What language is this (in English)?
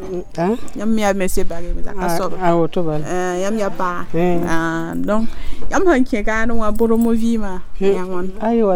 Mossi